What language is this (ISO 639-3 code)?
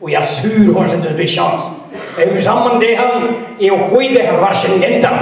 bre